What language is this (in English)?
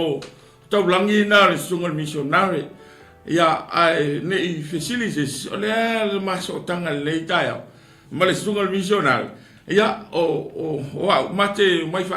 Samoan